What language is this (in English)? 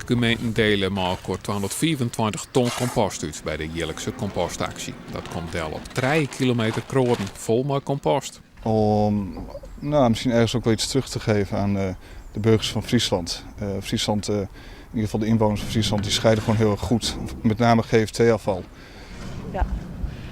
Western Frisian